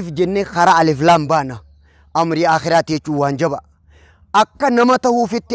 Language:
Oromo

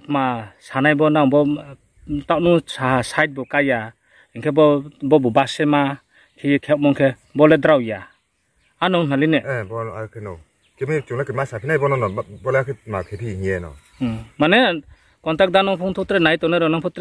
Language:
Riang (India)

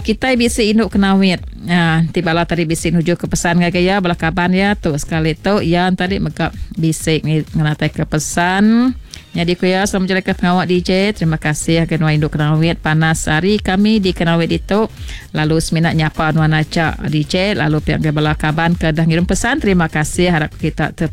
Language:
Iban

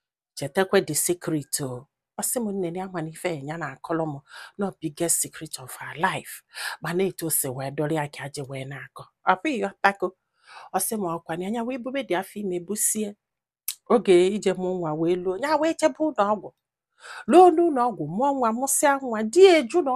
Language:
Igbo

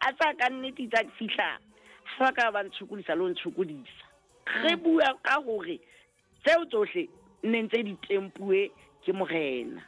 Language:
Southern Sotho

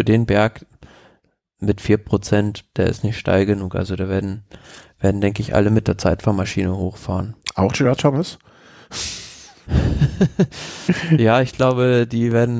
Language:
German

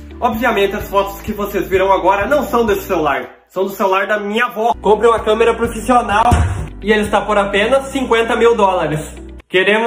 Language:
Portuguese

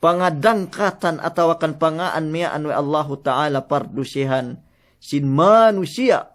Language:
Yakan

